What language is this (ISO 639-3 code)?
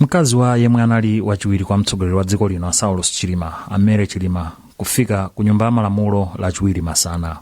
nya